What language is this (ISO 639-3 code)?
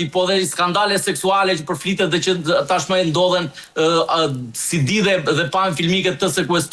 sqi